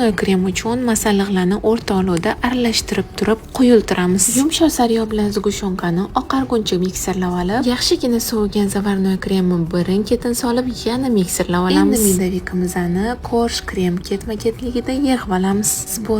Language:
Uzbek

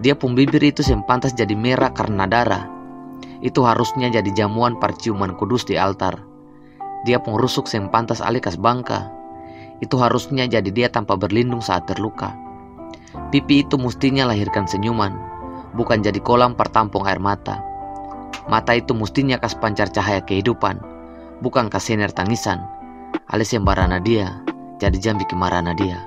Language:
Ambonese Malay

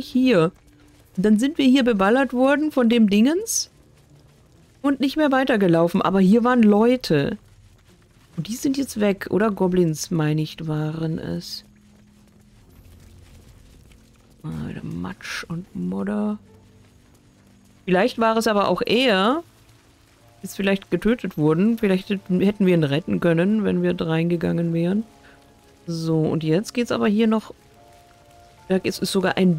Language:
German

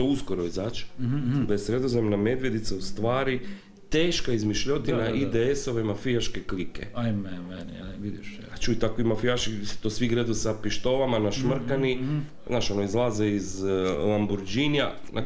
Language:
Croatian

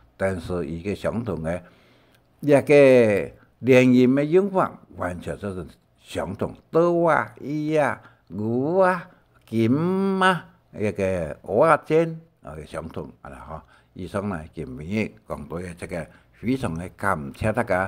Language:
Hakka Chinese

